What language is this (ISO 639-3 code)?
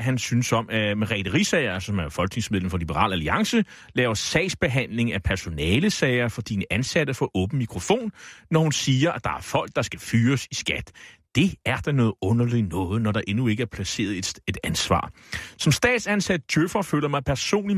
dan